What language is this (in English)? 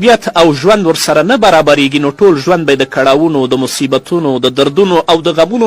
Pashto